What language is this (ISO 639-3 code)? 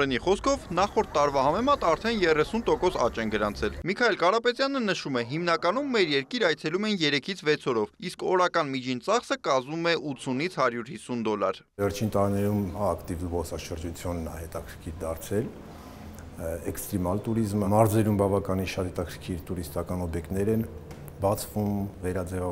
hye